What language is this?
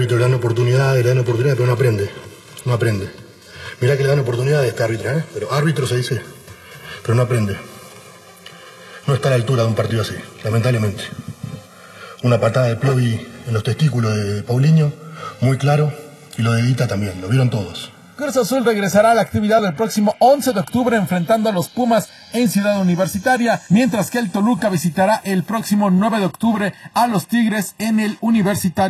Spanish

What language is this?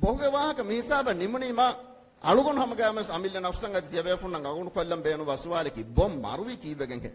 Divehi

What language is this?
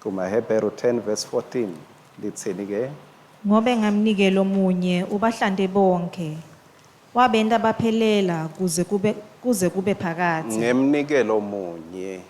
Swati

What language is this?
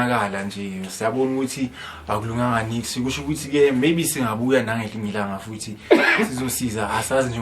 Zulu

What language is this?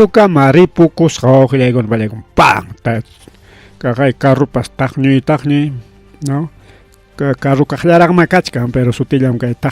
Ayacucho Quechua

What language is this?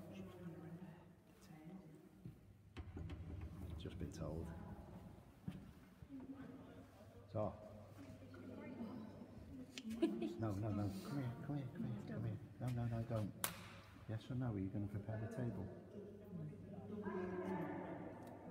English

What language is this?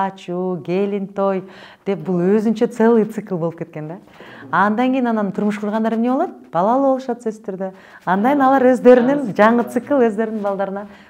Kyrgyz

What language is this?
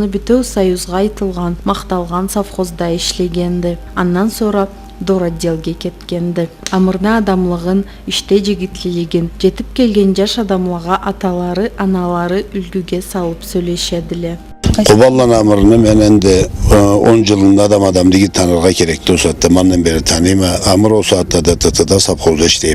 Karachay-Balkar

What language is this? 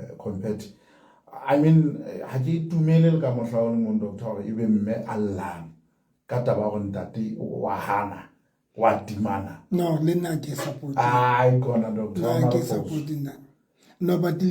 Southern Sotho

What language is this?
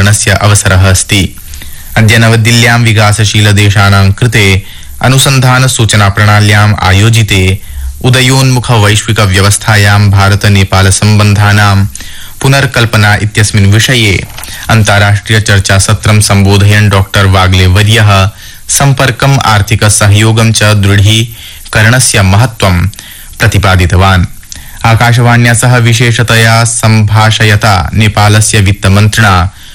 Sanskrit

